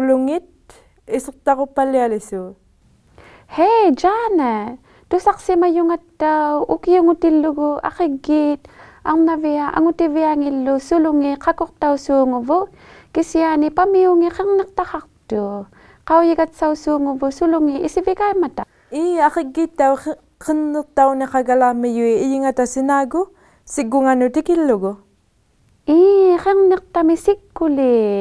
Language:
Inuktitut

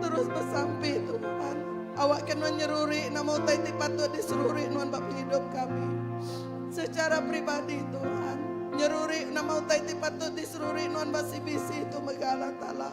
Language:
Iban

